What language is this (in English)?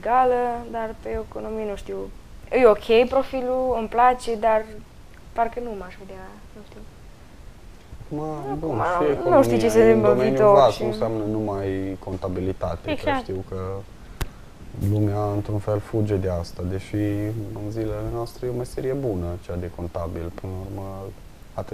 Romanian